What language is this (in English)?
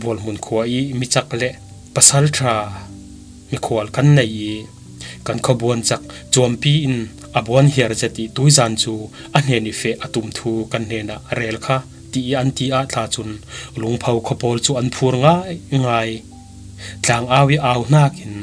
Falam Chin